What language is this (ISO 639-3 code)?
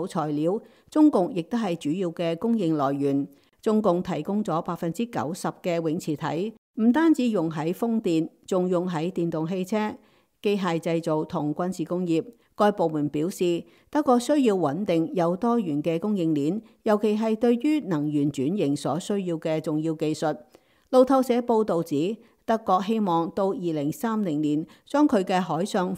yue